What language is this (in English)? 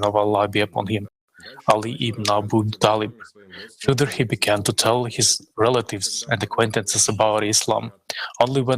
Nyanja